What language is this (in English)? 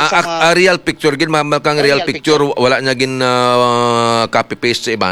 Hiligaynon